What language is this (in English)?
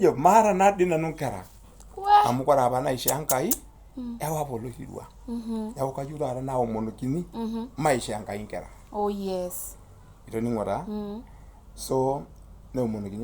Masai